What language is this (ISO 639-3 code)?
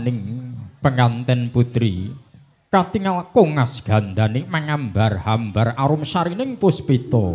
jav